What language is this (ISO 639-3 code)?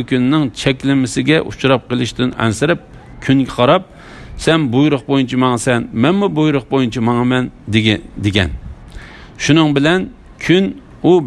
uig